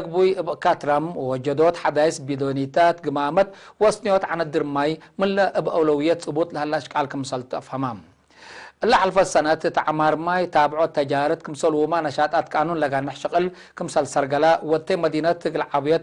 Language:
Tigre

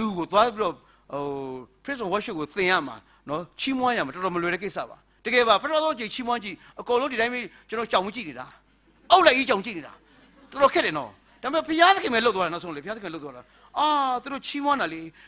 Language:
Burmese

